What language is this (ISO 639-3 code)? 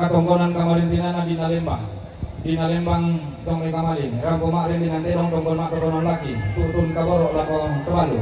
sda